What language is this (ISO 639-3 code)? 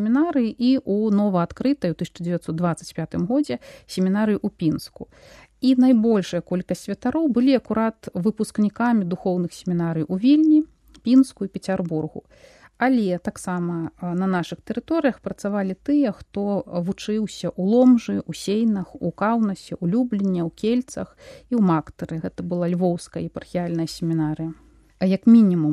bel